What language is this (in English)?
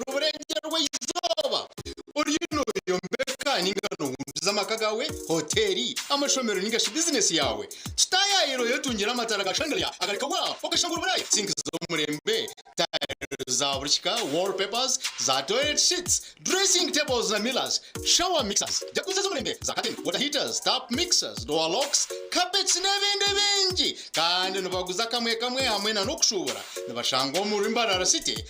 Nyankole